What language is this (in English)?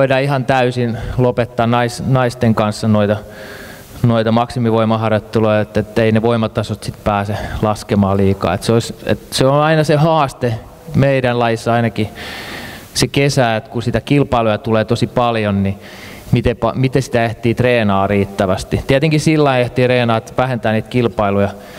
Finnish